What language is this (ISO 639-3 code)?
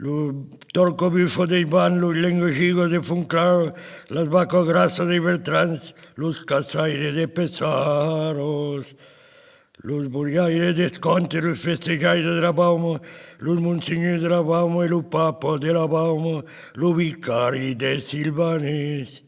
oci